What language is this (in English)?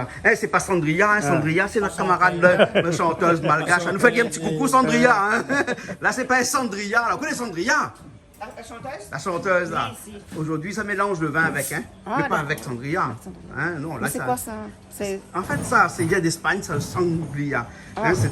Réunion Creole French